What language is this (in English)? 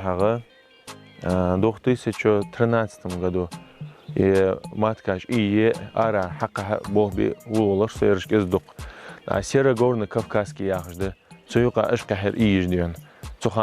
Ingush